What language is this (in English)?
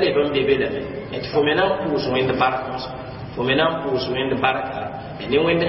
Mossi